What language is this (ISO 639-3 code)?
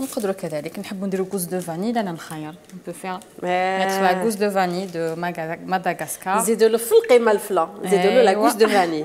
arq